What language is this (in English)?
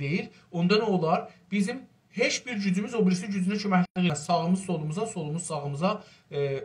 South Azerbaijani